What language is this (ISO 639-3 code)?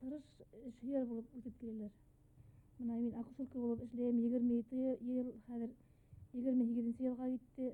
bak